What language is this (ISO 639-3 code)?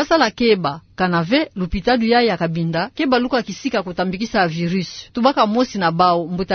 ktu